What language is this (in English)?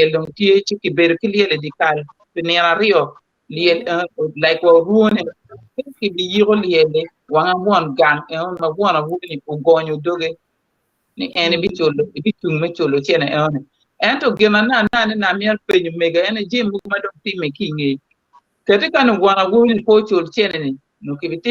Acoli